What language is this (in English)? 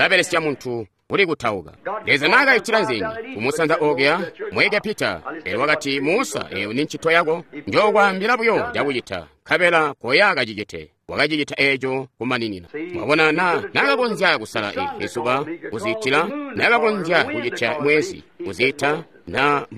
Tonga (Zambia)